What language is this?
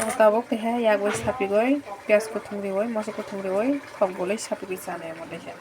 Kok Borok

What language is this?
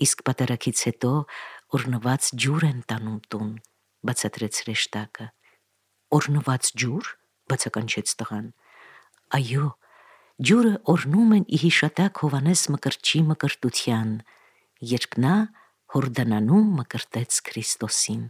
Armenian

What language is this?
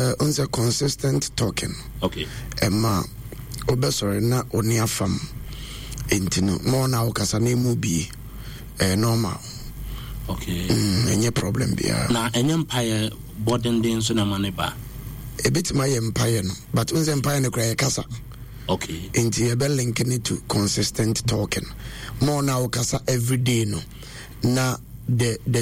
Akan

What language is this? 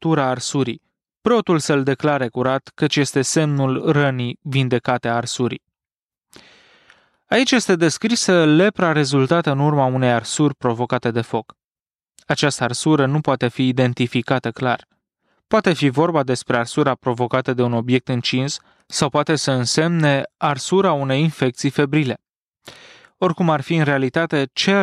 Romanian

